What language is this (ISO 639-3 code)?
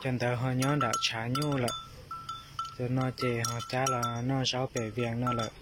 hmn